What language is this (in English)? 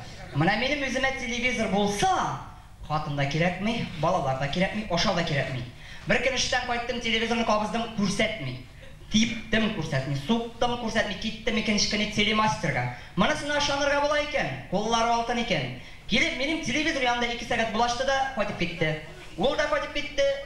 Bashkir